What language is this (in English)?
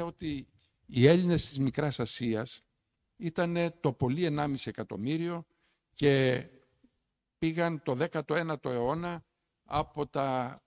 Greek